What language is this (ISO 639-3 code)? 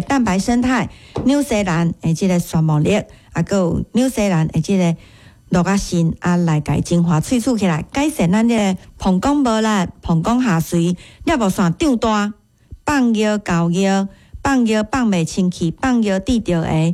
nan